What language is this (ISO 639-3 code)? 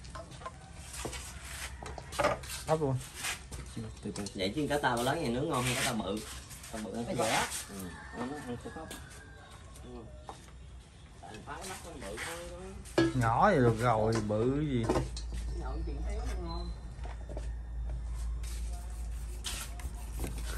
vie